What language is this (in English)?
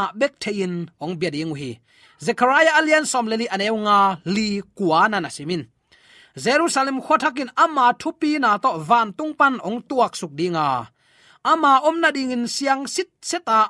Tedim Chin